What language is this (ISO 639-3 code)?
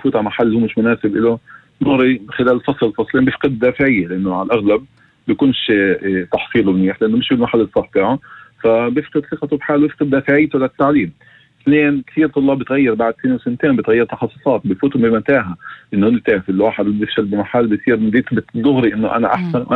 apc